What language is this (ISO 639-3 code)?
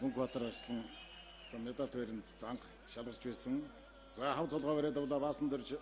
mon